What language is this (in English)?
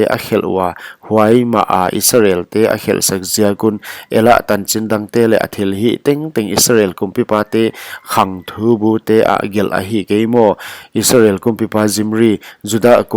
Paite Chin